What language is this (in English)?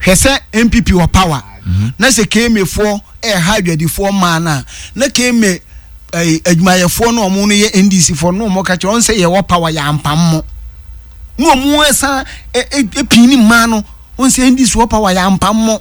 Akan